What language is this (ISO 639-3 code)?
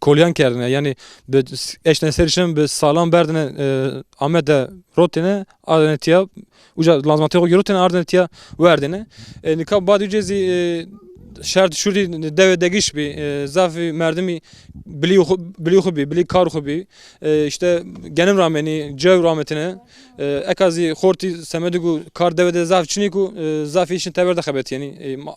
zza